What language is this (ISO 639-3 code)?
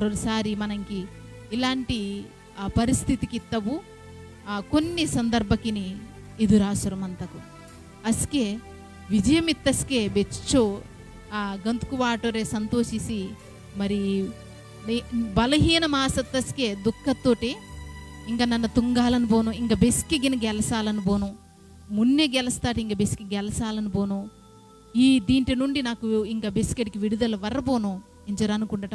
kff